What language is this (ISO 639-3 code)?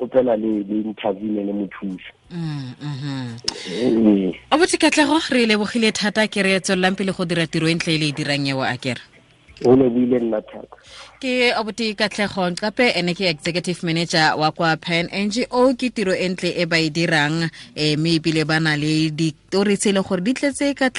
tsn